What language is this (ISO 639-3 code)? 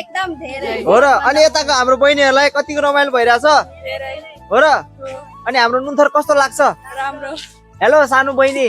nep